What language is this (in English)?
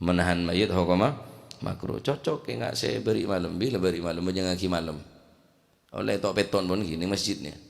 Madurese